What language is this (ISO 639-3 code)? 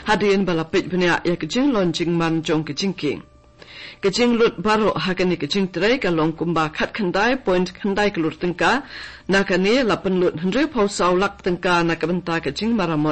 kha